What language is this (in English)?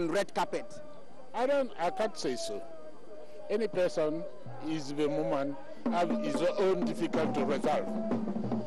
French